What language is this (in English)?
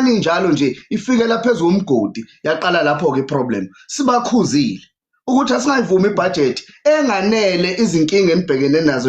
Zulu